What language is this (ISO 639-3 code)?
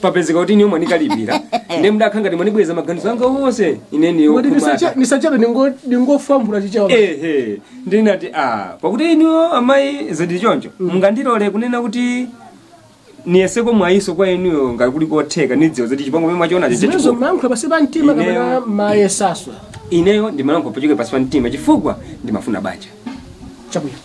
nya